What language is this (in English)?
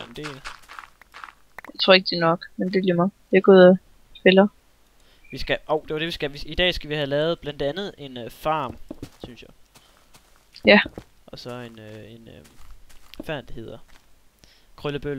Danish